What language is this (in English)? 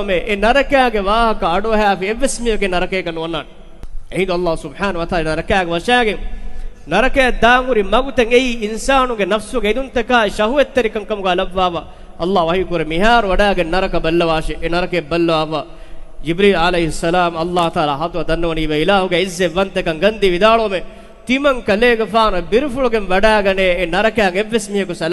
Divehi